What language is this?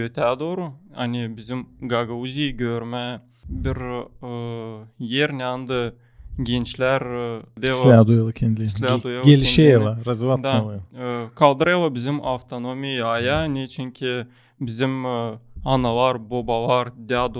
Gagauz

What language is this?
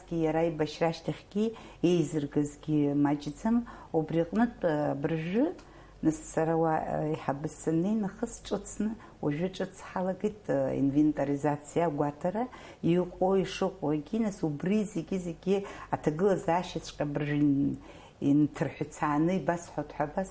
Abkhazian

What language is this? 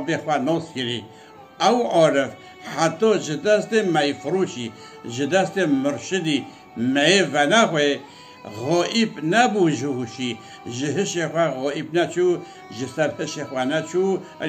Kurdish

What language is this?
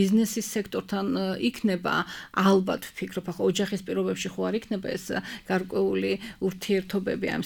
Georgian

